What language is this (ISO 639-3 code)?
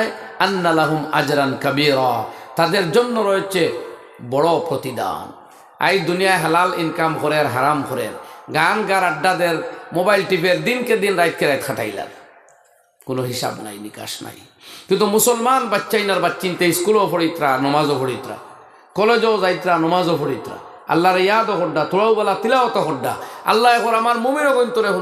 syl